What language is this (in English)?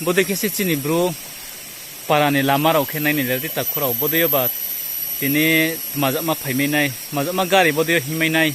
Riang (India)